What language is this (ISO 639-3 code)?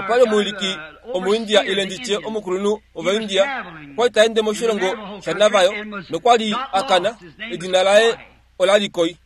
kua